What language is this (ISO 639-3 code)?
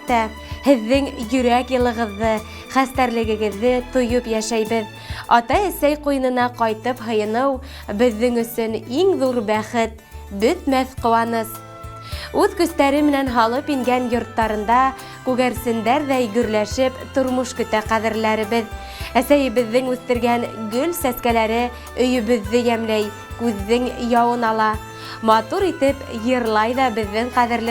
bak